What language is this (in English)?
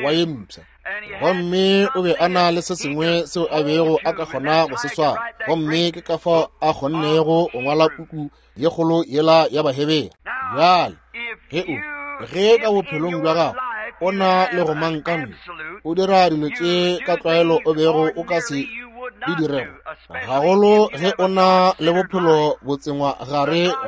Northern Sotho